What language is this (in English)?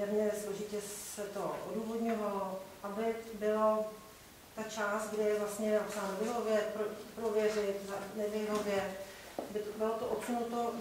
Czech